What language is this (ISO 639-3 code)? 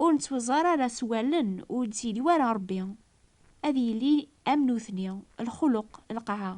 kab